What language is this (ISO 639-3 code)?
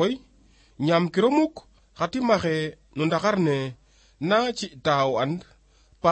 srr